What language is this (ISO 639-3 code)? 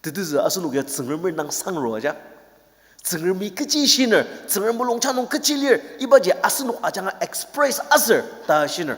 njo